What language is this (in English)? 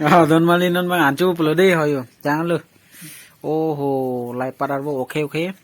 Karbi